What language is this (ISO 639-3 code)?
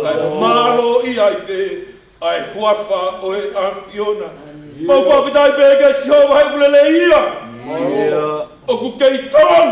ton